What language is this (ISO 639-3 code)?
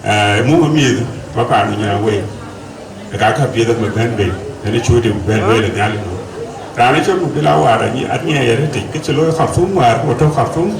din